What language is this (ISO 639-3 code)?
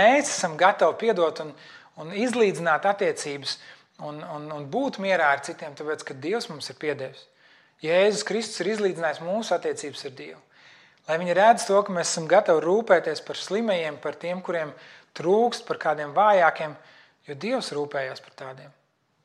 lav